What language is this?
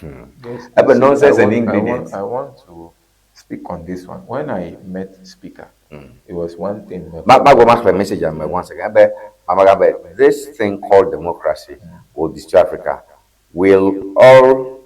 Ewe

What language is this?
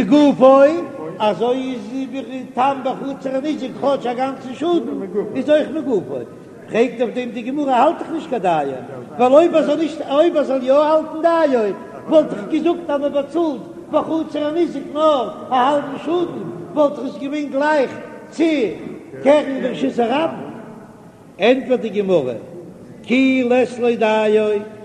Yiddish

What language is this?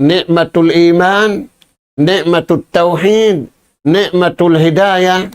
Tausug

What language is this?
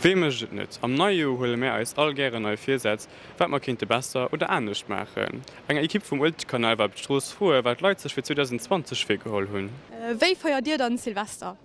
Luxembourgish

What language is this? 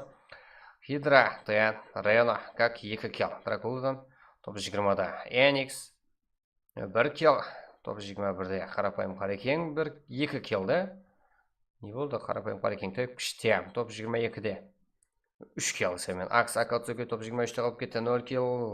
Kara-Kalpak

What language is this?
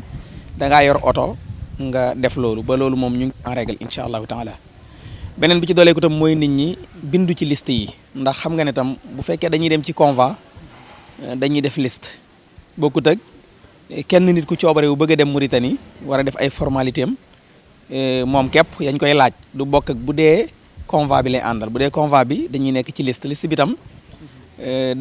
Wolof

